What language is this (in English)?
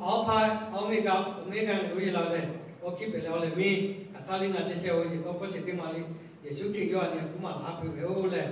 Lahu